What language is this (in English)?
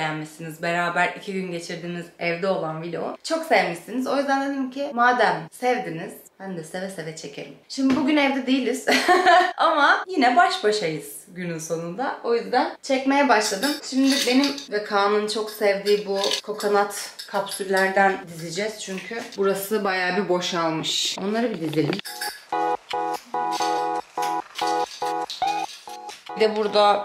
Turkish